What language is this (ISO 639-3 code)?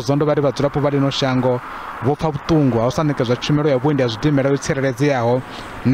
ven